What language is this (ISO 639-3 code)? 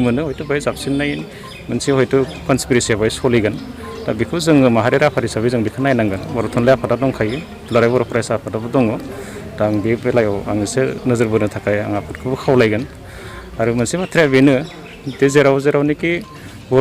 brx